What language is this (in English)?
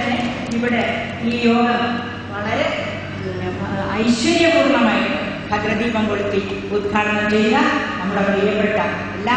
Malayalam